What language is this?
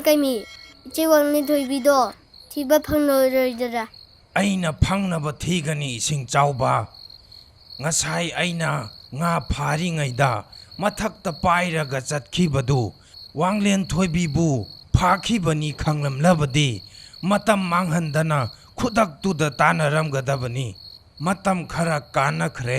Manipuri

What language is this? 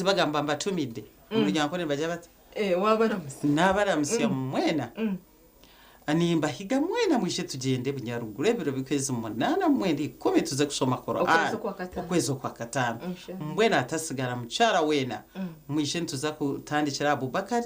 Nyankole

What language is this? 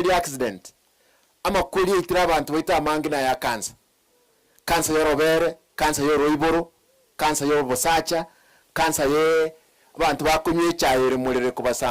Gusii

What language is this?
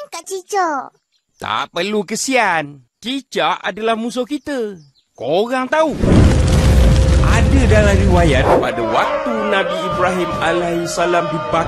Malay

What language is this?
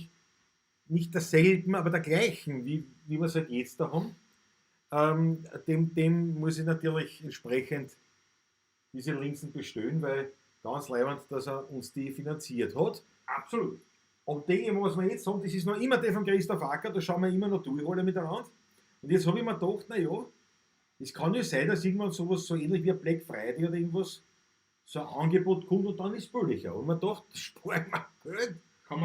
Bavarian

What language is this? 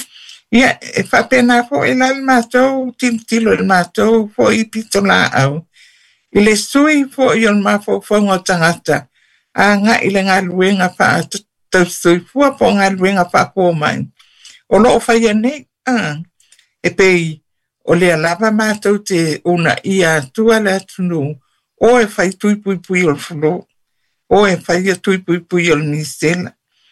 Samoan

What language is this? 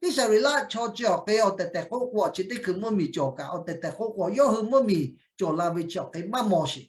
Lahu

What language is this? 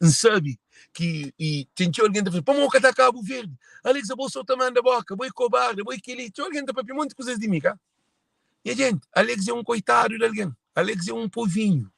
Kabuverdianu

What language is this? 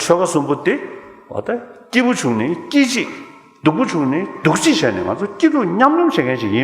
Tibetan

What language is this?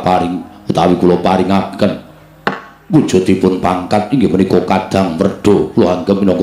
Javanese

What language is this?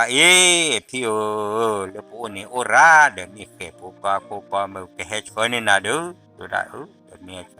S'gaw Karen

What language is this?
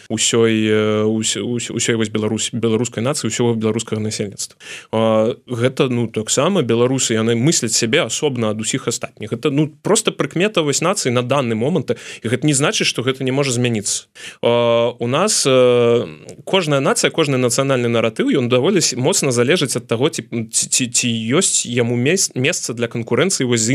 Belarusian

